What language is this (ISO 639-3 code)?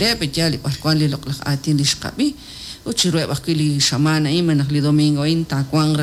kek